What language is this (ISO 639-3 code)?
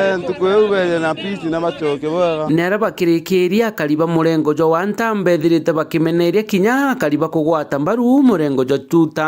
mer